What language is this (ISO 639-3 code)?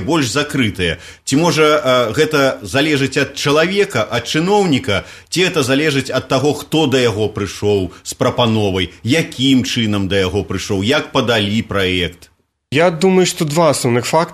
bel